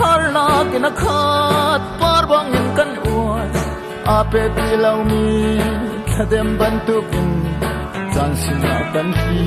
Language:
Hakha Chin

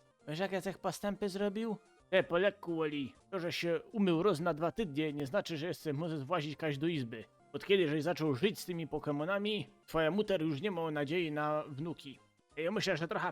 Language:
Silesian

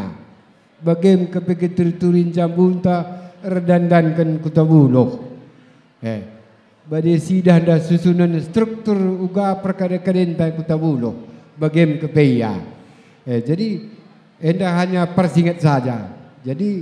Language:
Batak Karo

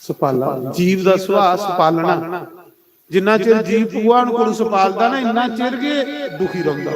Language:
Dogri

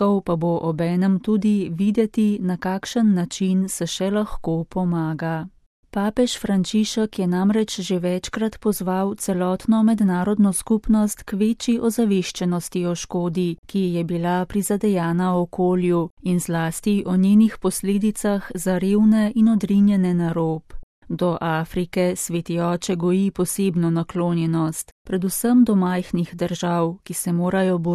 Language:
Slovenian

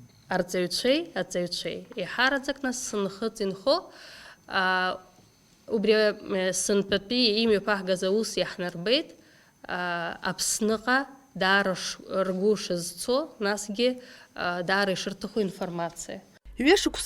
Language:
Abkhazian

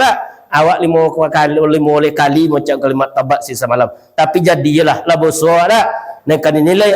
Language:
Minangkabau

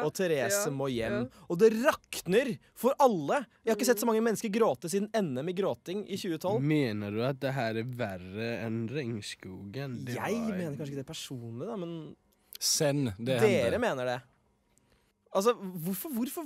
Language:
Norwegian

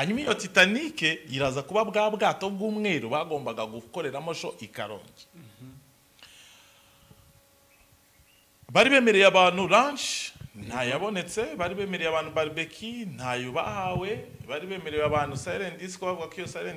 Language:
Kinyarwanda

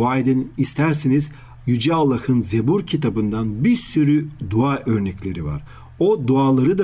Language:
Turkish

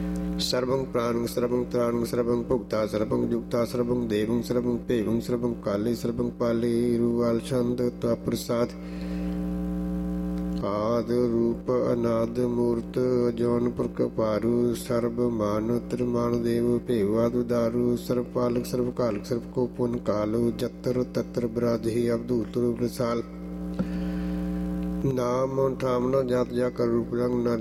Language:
Punjabi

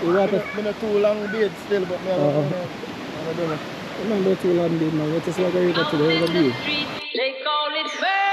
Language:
Jamaican Creole English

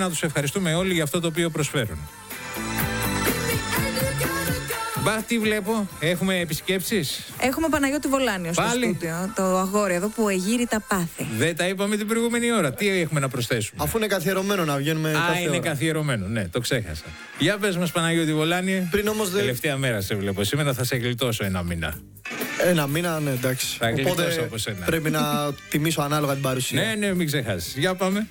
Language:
Greek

